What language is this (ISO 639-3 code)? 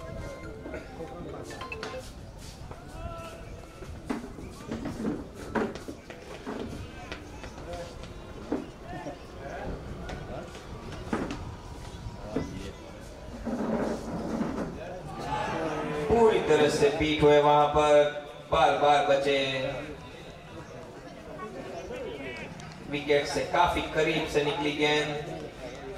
hin